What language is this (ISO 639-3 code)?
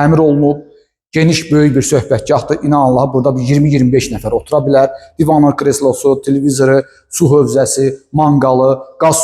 aze